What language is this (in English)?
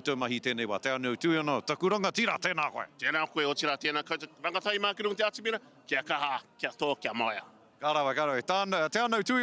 Māori